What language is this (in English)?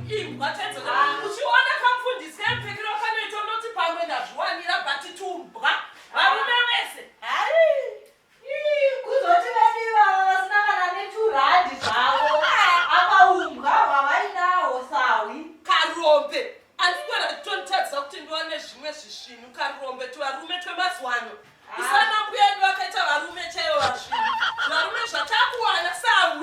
Shona